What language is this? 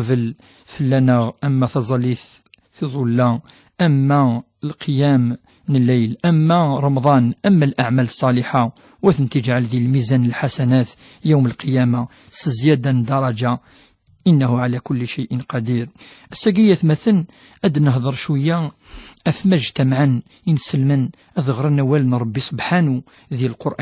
Kabyle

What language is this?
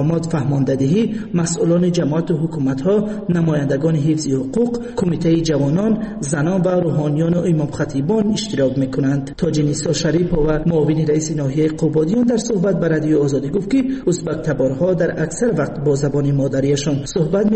Persian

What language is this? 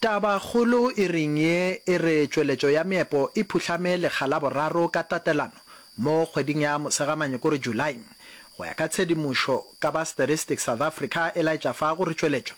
Northern Sotho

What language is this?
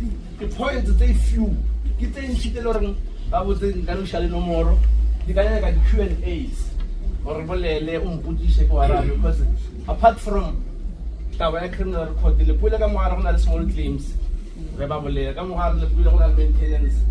Northern Sotho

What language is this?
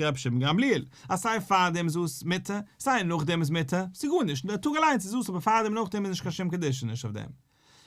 Yiddish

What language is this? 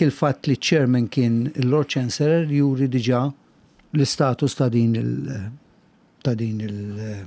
Maltese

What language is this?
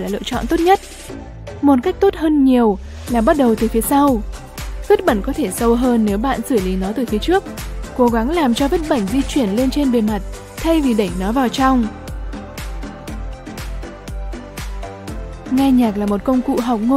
Vietnamese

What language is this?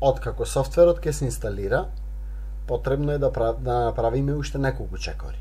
Macedonian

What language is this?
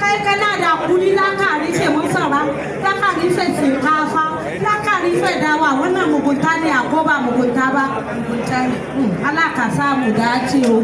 Hausa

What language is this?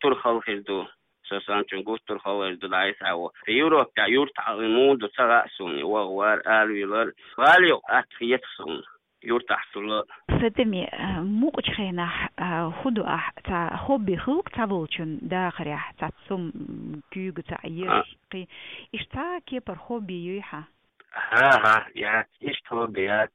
Chechen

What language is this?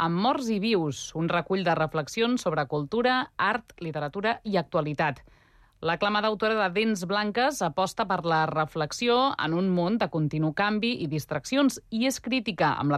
Catalan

